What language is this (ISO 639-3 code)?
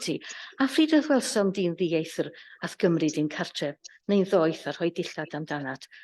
cym